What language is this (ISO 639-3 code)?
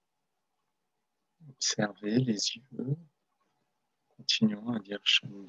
fra